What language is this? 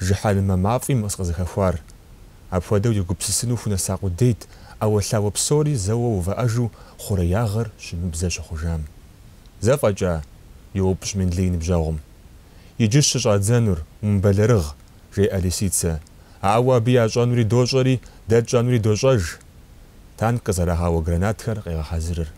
Kabardian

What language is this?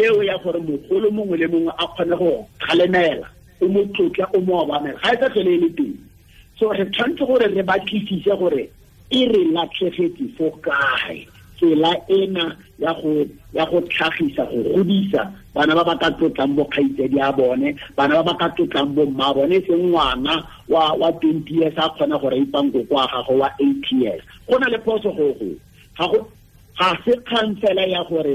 Tswana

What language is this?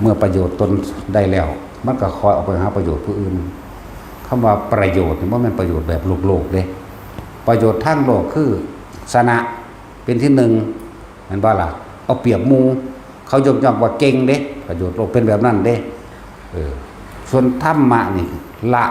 Northeastern Thai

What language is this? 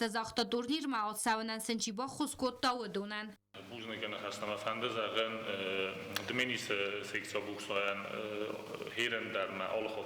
Ossetic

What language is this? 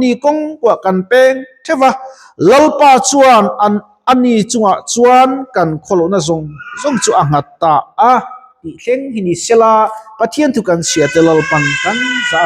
Mizo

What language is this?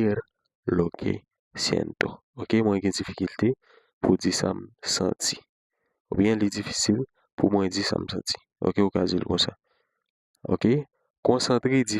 Haitian Creole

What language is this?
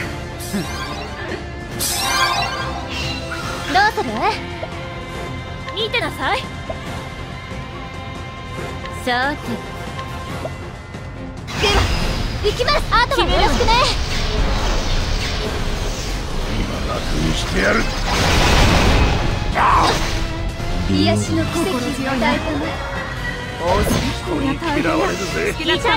Japanese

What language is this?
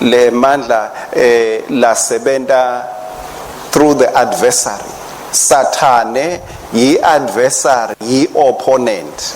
Swati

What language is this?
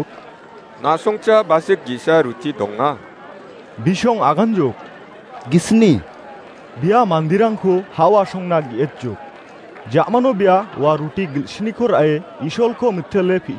Garo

